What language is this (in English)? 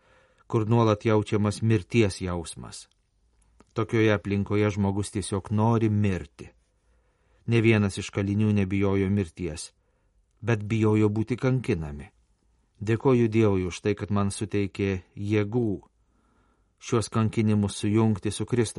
Lithuanian